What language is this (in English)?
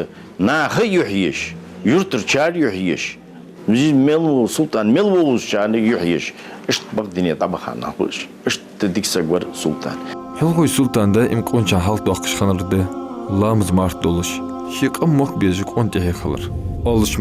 Ingush